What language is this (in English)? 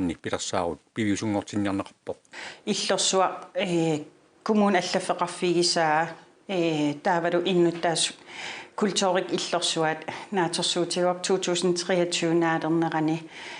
Kalaallisut